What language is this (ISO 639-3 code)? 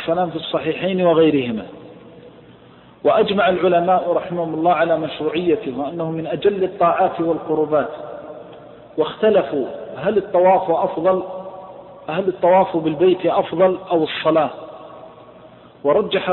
ara